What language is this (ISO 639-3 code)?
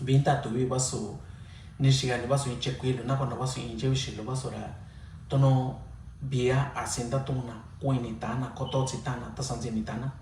mix